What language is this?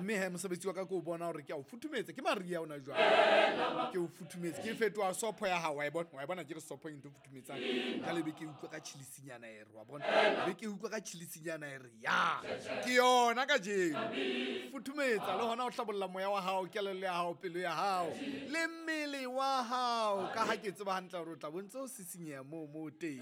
Southern Sotho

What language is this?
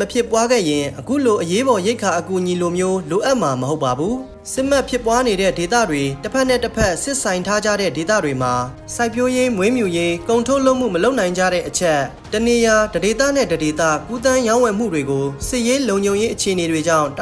Burmese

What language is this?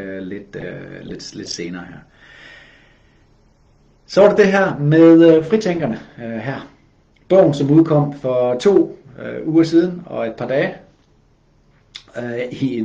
Danish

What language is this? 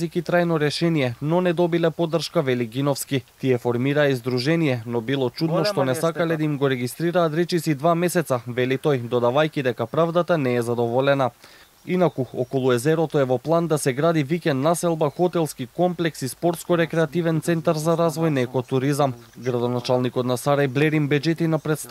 Macedonian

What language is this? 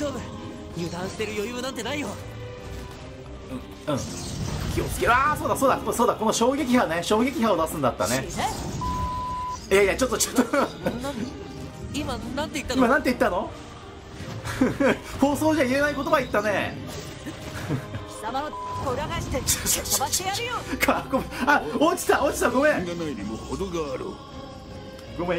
Japanese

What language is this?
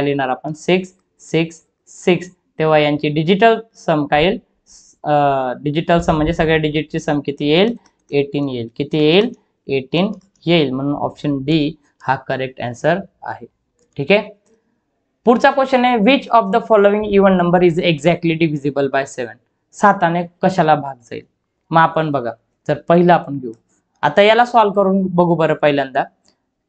Marathi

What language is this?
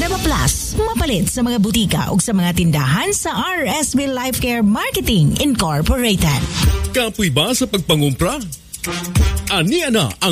Cebuano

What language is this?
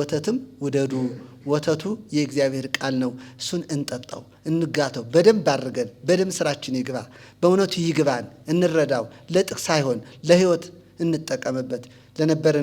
Amharic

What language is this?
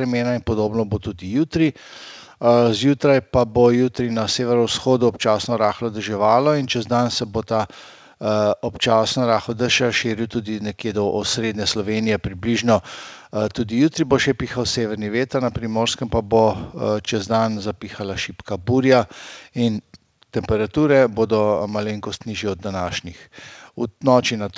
Slovenian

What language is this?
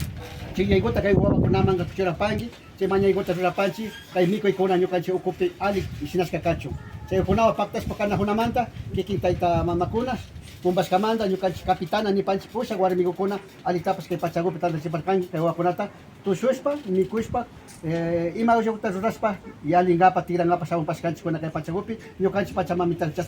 Imbabura Highland Quichua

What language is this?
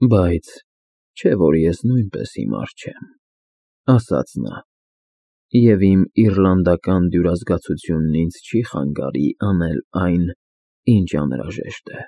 Armenian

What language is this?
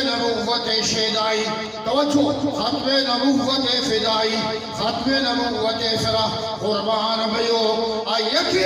Eastern Balochi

